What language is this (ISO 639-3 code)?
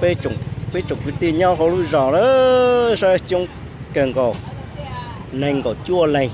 hmn